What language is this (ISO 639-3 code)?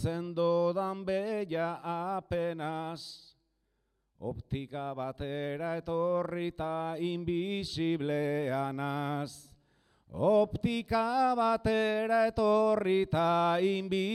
eus